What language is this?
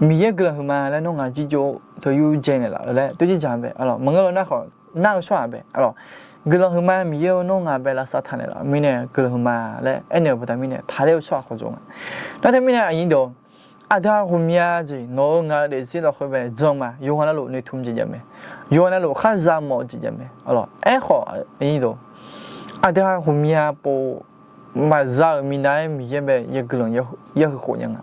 Akha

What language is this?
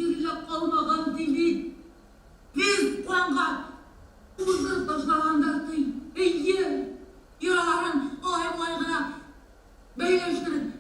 Bashkir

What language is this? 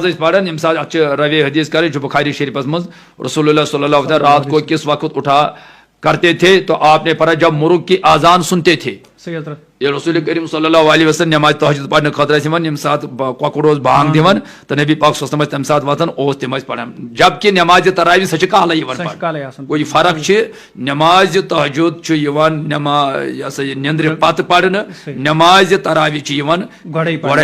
Kashmiri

